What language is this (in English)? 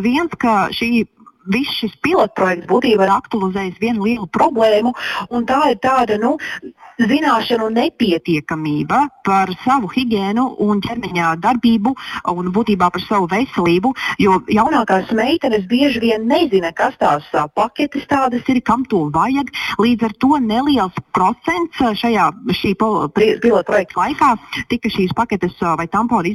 Latvian